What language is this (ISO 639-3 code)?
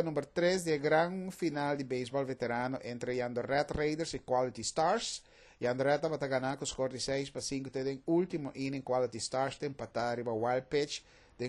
pap